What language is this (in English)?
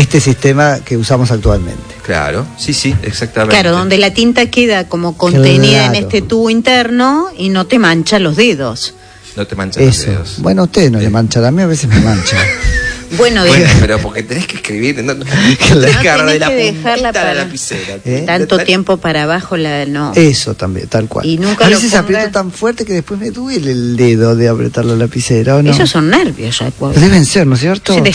Spanish